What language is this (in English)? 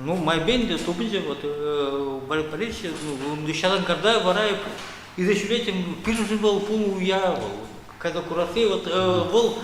Chuvash